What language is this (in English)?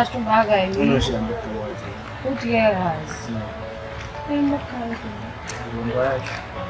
Haitian Creole